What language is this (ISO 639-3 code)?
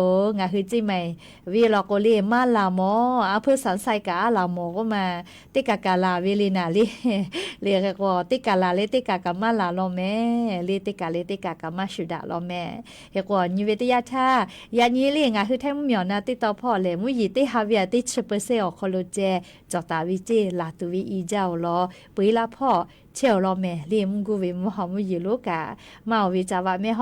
lhu